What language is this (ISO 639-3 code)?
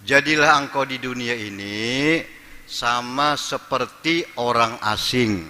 bjn